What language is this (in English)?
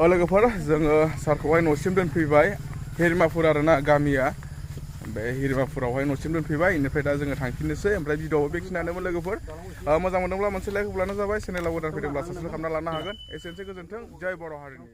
Bodo